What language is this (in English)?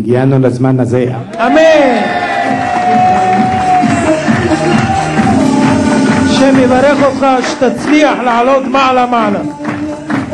Hebrew